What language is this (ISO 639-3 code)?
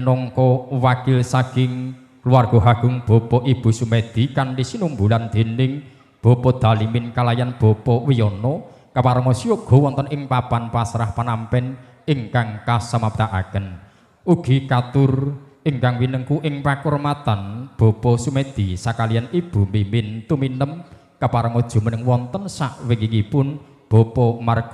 jav